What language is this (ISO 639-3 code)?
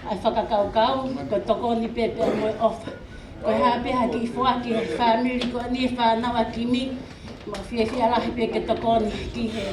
ton